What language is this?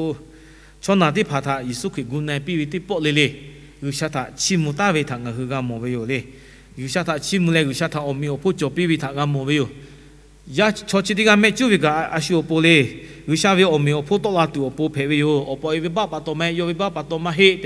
Lahu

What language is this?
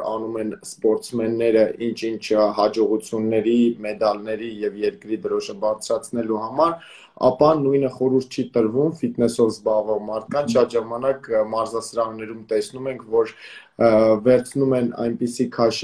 Armenian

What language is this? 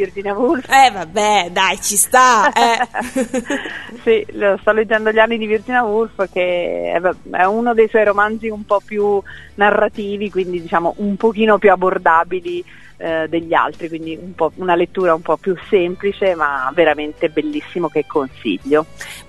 Italian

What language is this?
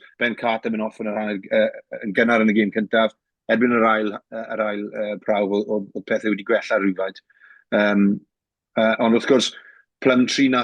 Welsh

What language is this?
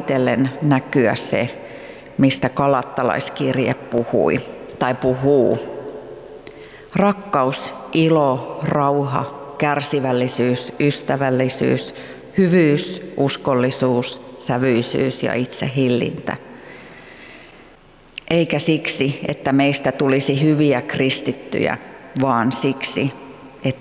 Finnish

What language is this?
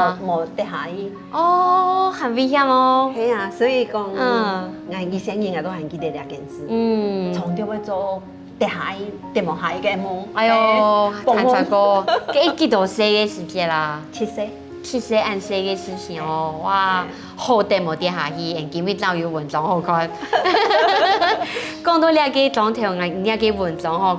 Hakka Chinese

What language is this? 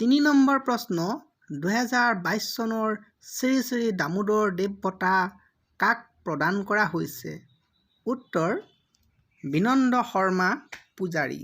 Assamese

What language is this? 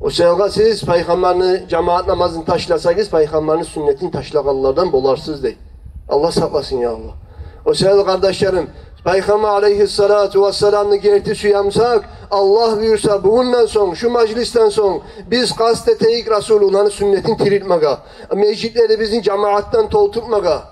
Kumyk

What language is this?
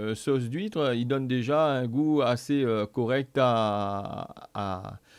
Réunion Creole French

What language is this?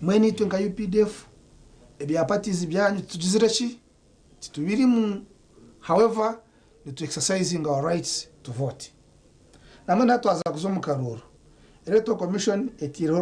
Nyankole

